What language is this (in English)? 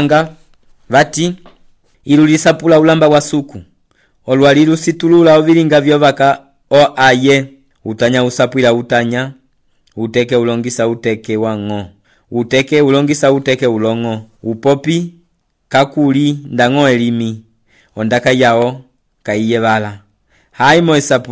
Umbundu